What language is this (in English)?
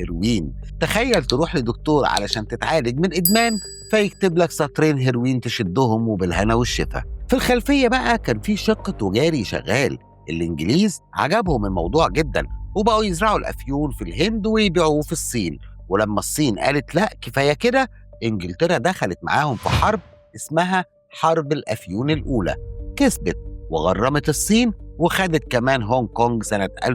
Egyptian Arabic